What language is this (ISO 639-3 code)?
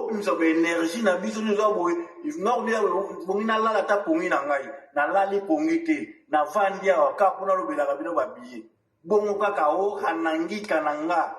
lin